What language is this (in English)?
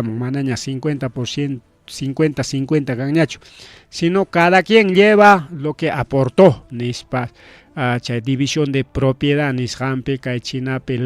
Ayacucho Quechua